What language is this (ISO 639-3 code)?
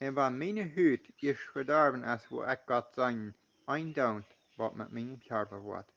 pdt